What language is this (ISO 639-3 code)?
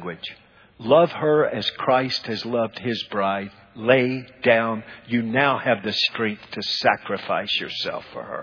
eng